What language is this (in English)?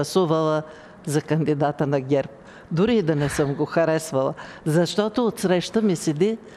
Bulgarian